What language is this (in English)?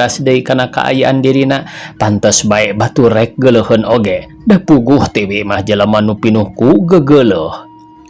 Sundanese